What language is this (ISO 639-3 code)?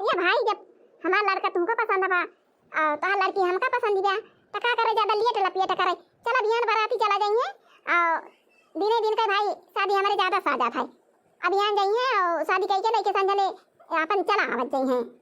awa